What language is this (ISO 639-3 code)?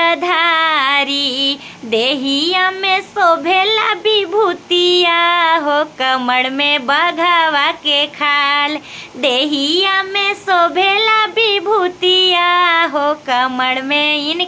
bho